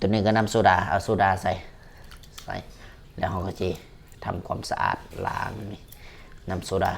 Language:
Lao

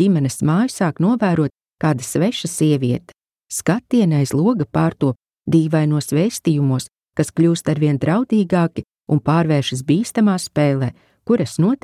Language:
Latvian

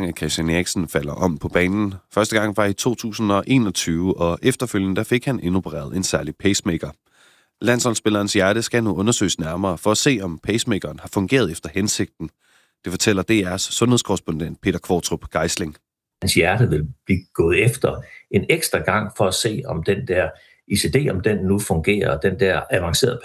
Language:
Danish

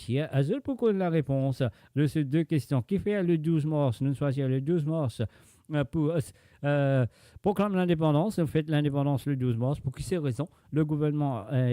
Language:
Morisyen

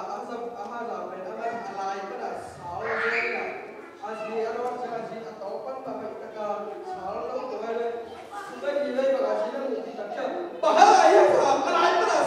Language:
Tedim Chin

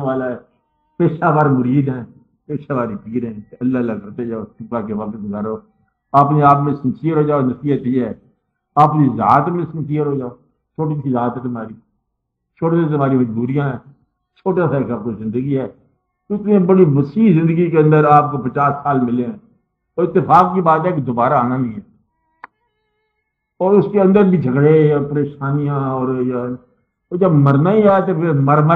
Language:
Urdu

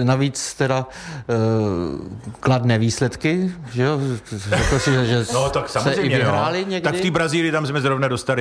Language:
Czech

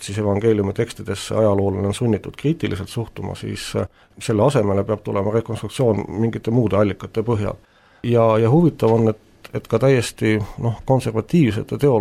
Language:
Estonian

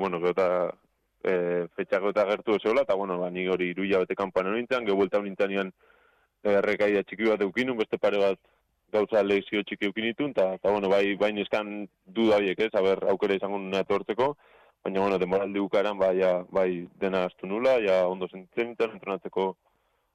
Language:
Basque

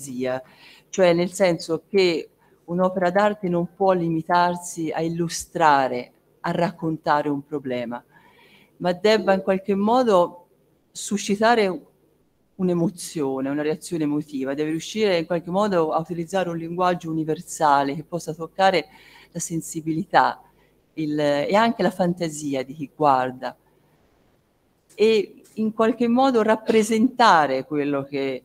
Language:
Italian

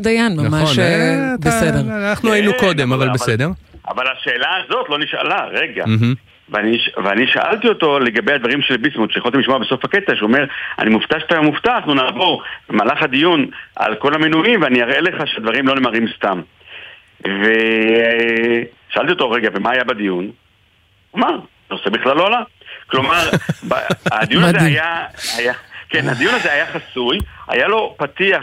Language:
Hebrew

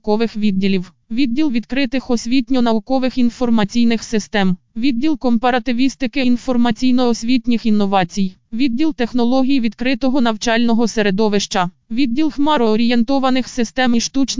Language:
Ukrainian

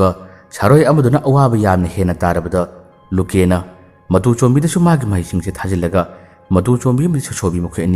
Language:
Manipuri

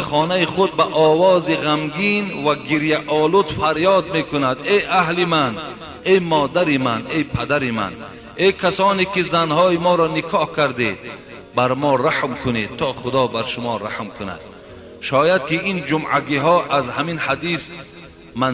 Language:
Tajik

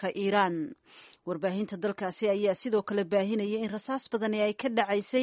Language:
Somali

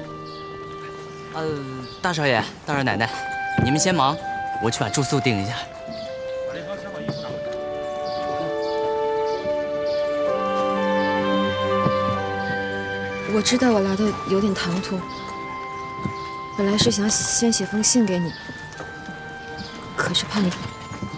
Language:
Chinese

